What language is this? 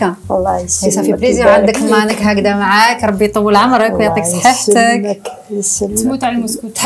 Algerian Arabic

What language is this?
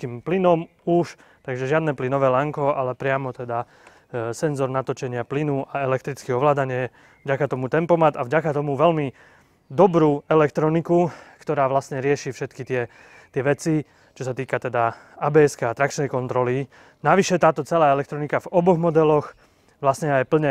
Slovak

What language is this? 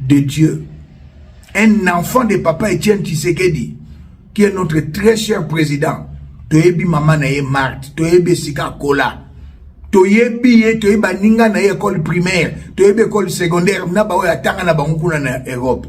Lingala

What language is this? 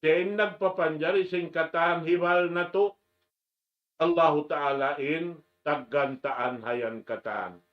Tausug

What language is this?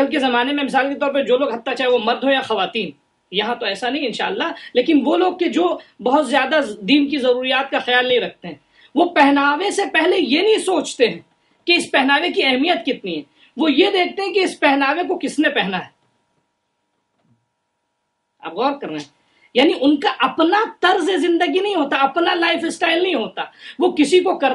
Urdu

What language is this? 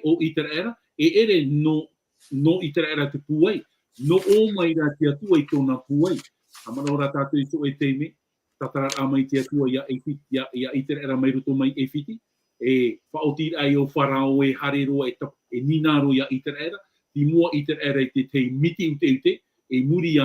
Tahitian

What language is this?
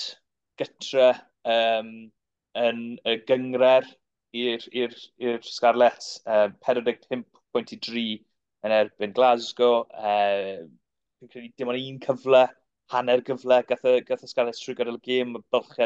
Welsh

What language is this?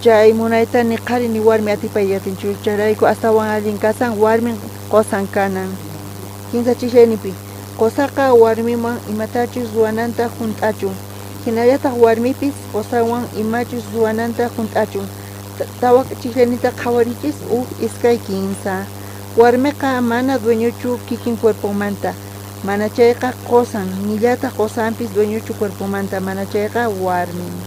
South Bolivian Quechua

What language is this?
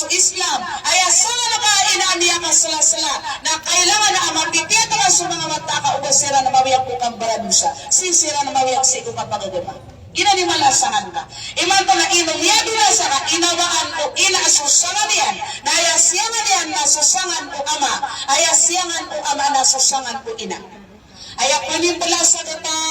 Maranao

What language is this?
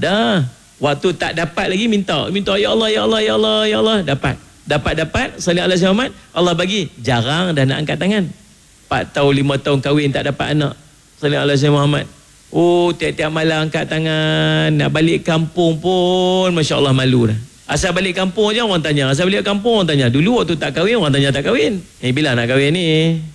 Malay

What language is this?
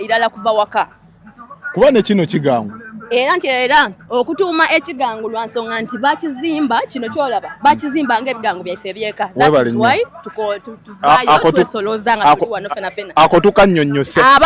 Soga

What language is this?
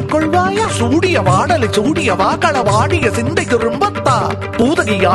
Tamil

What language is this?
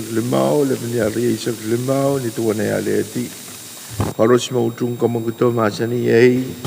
Pohnpeian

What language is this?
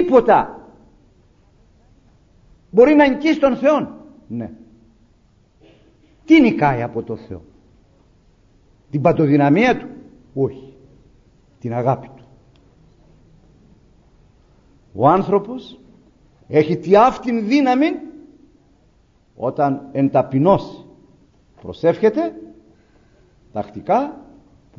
Greek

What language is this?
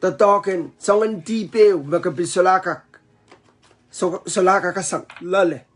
Pohnpeian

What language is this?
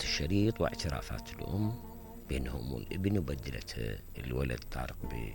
Mesopotamian Arabic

